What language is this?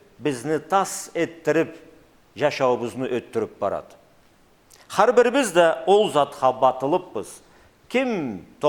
Karachay-Balkar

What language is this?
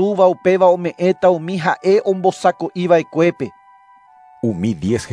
Guarani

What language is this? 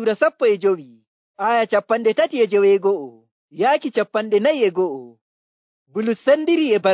Nigerian Fulfulde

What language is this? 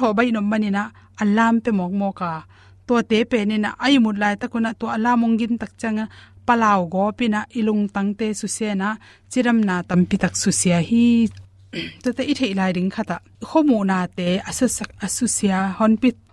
Tedim Chin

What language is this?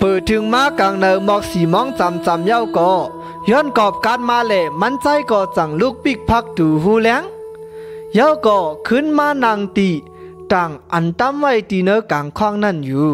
Shan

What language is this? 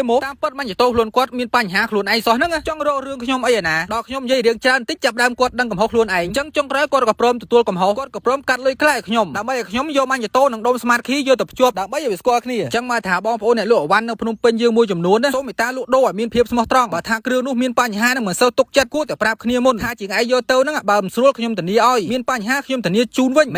Khmer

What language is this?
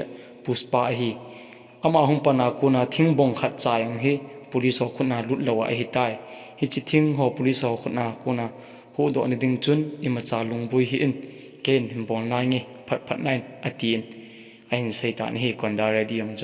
Thado Chin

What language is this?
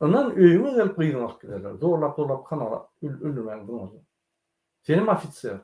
Turkmen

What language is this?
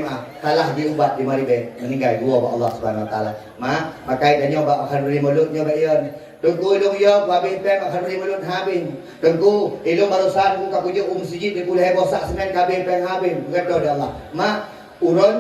Achinese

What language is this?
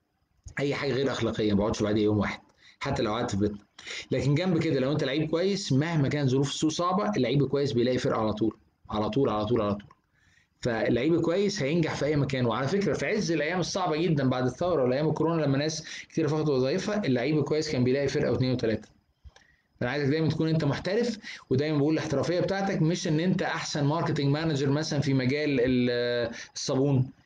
Egyptian Arabic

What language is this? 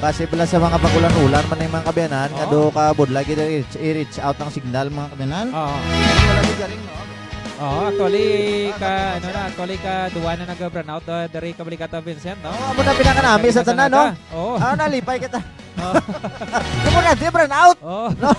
Hiligaynon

